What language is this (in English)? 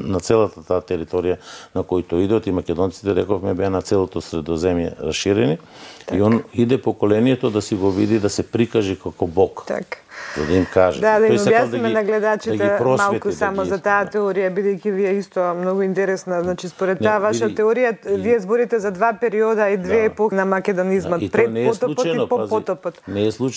Macedonian